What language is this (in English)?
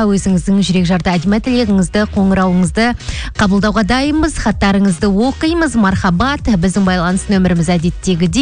Kazakh